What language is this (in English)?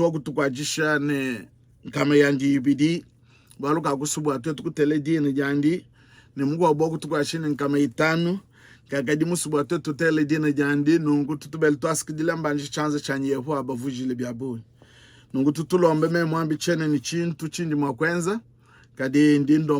Luba-Lulua